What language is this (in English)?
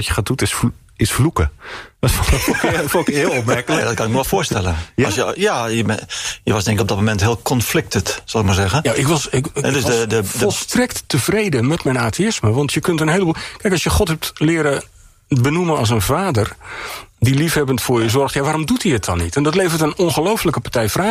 Dutch